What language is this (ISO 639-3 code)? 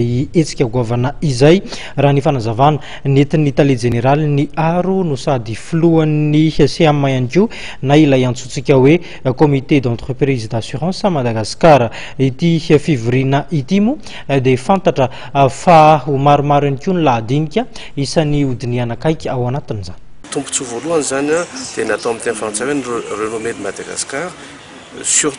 mlg